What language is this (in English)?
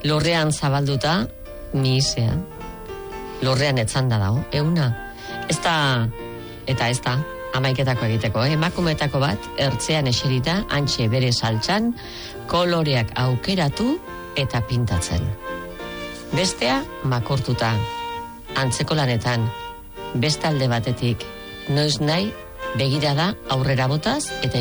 Basque